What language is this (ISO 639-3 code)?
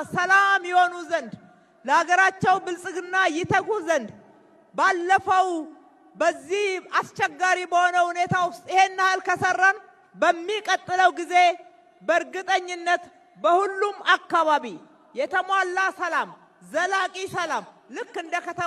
amh